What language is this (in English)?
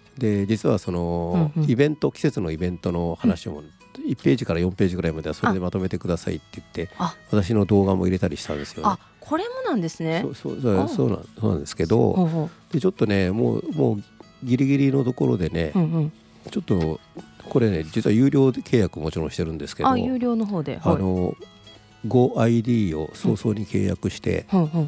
Japanese